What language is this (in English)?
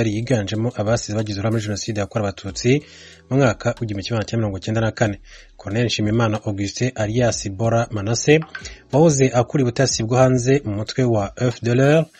Kinyarwanda